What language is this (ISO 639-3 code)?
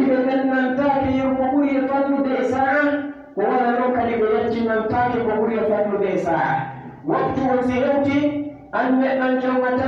fuf